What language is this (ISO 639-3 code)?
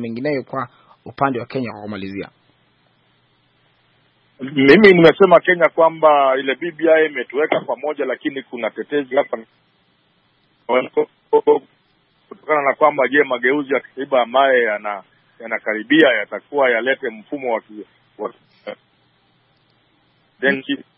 swa